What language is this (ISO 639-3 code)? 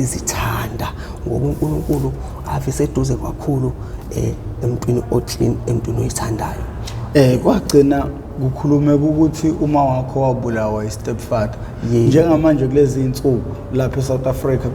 zul